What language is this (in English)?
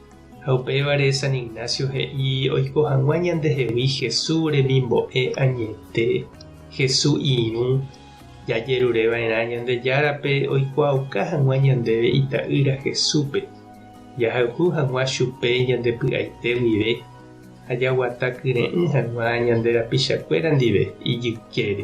Guarani